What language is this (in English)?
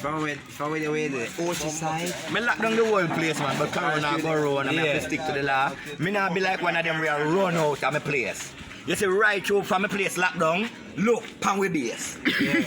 Jamaican Creole English